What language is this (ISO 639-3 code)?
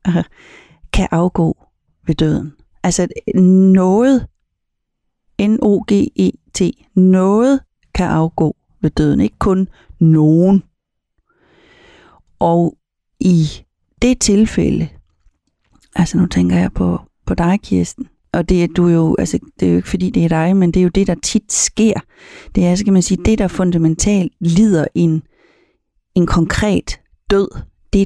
dan